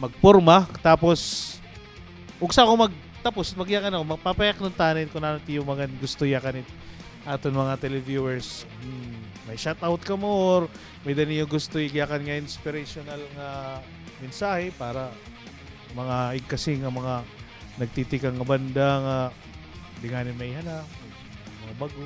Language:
Waray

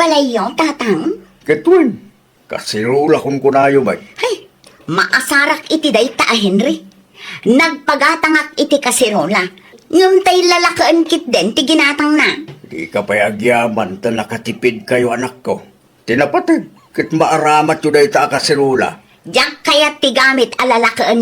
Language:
Iloko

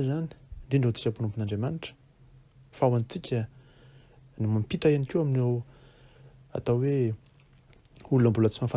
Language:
Malagasy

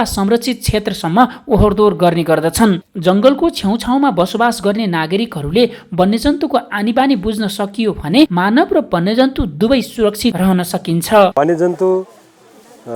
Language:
Nepali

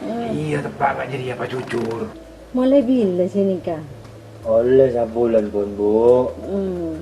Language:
Madurese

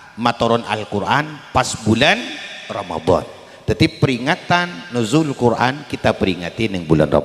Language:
Madurese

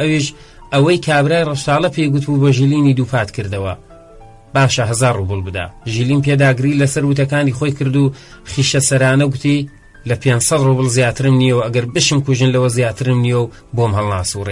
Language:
Central Kurdish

